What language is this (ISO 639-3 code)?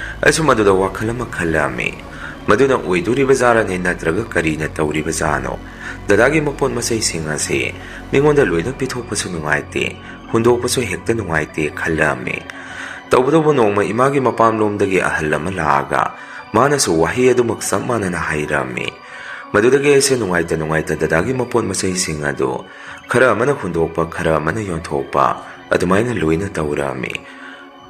mni